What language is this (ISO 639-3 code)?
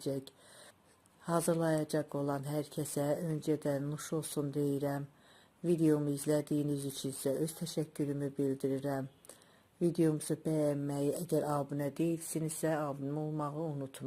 aze